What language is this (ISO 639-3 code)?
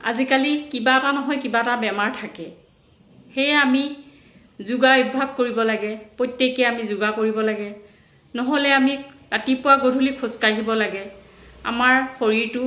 asm